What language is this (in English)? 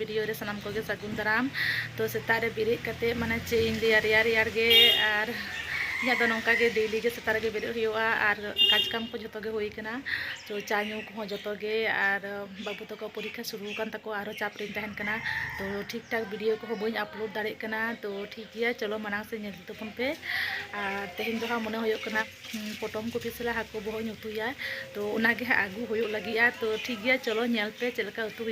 Santali